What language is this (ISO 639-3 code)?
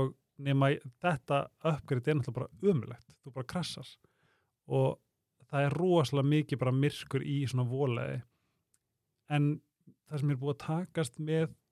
isl